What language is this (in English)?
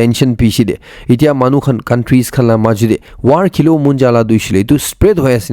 Naga Pidgin